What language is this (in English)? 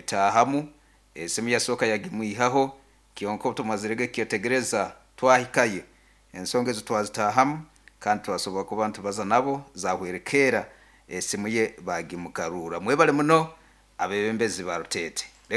Nyoro